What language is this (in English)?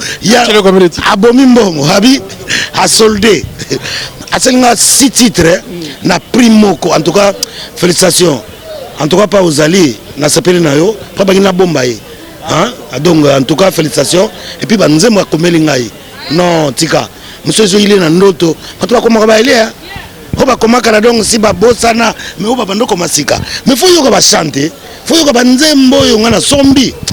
Lingala